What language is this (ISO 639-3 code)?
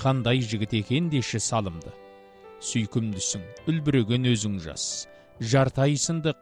kaz